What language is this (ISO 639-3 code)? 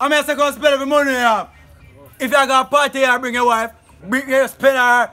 jam